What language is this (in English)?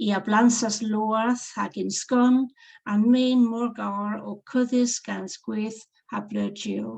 Cornish